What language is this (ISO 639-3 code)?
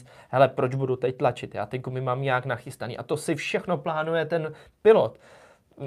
ces